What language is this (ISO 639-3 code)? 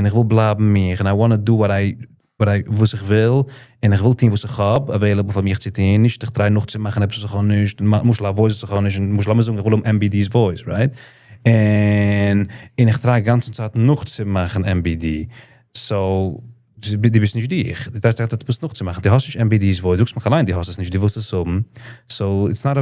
yid